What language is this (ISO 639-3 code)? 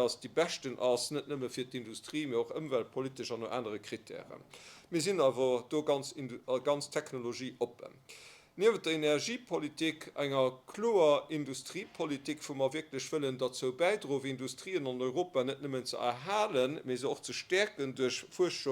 ltz